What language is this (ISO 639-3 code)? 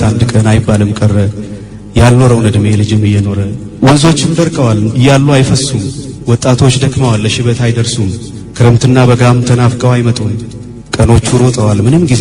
amh